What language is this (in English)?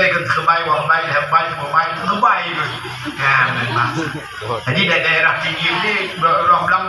Achinese